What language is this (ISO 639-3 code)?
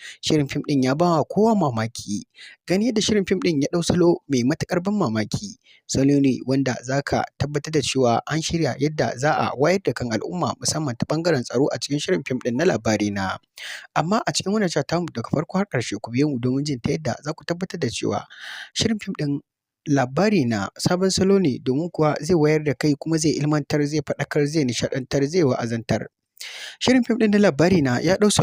hau